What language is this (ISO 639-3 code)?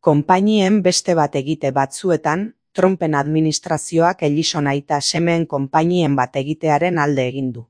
eus